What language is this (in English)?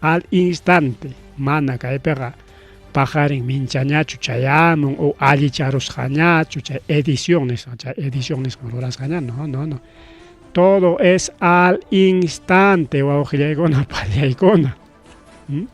Ayacucho Quechua